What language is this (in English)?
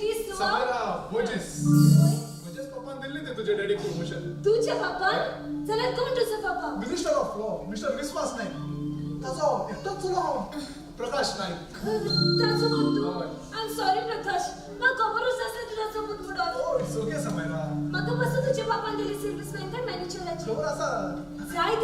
Konkani